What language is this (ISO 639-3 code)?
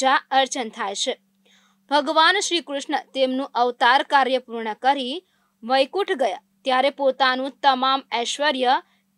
guj